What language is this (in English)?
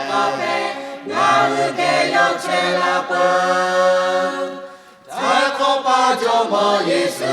Lahu